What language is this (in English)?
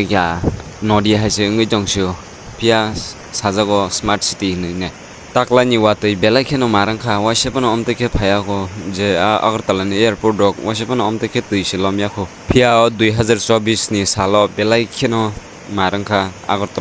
Kok Borok